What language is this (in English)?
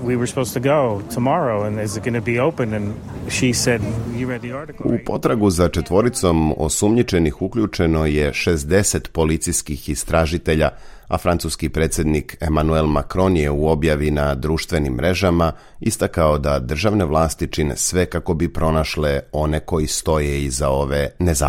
Serbian